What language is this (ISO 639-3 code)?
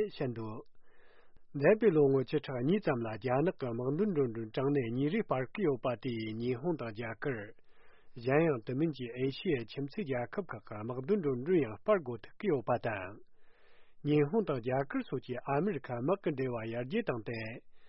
bod